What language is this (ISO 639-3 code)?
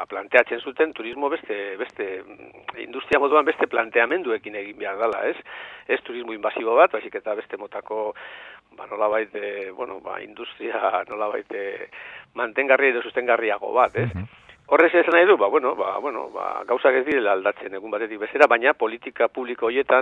eus